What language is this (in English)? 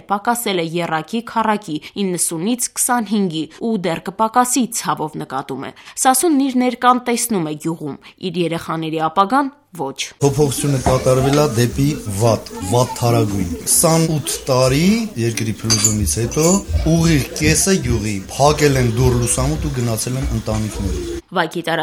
Armenian